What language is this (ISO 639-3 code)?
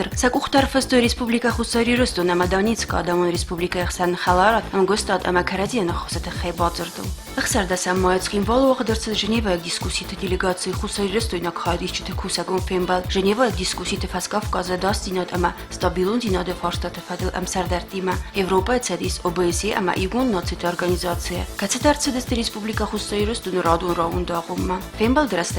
oss